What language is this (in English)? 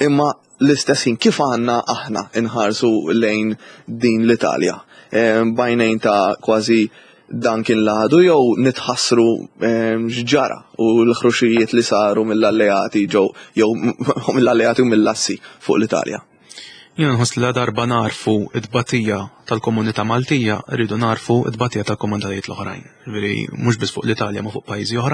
Maltese